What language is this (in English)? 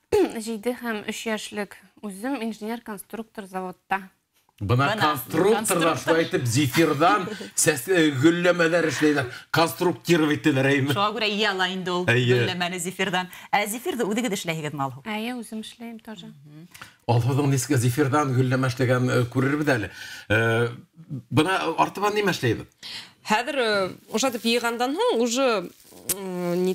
Bashkir